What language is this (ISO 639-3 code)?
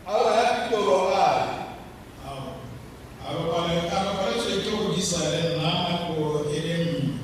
tsn